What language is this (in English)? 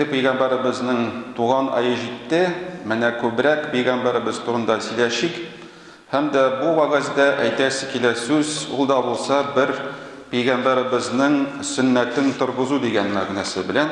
Tatar